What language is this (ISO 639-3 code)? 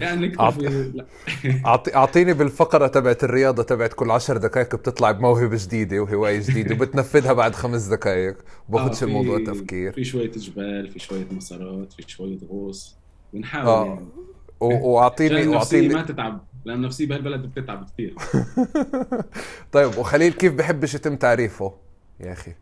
apc